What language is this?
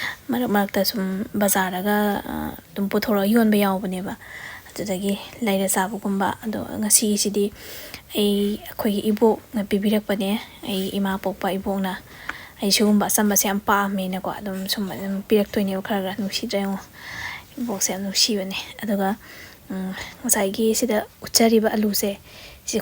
Manipuri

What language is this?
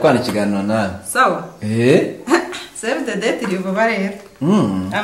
Kinyarwanda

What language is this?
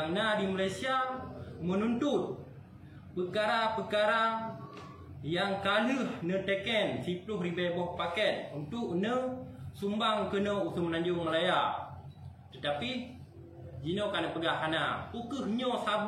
Achinese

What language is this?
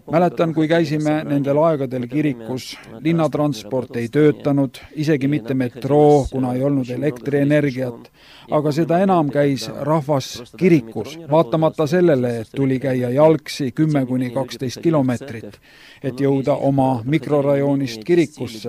Estonian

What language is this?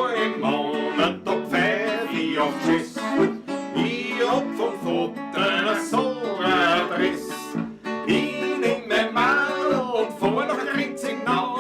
Bavarian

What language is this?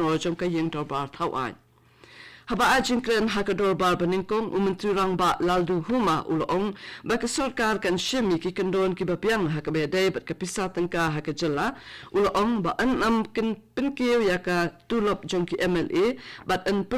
Khasi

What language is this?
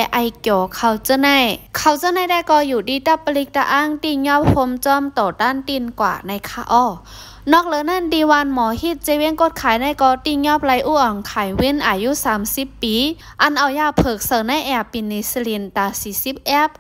Shan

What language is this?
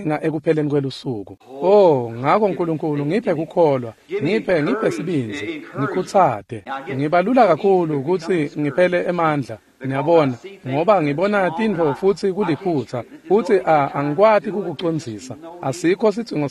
Swati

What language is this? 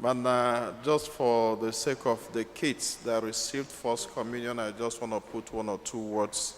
Igbo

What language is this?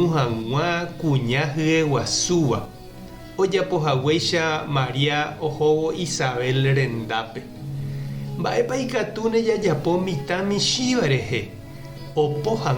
Guarani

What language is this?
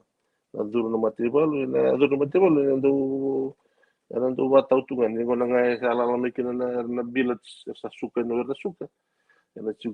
Fijian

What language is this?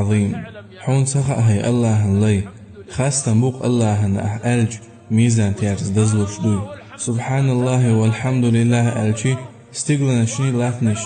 Chechen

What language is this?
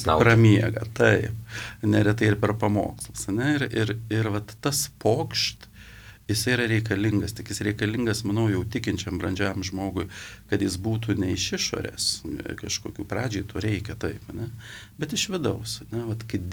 Lithuanian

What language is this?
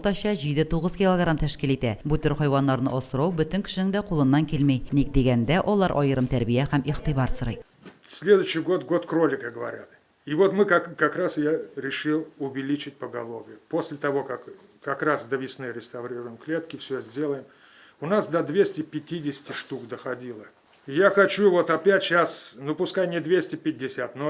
Tatar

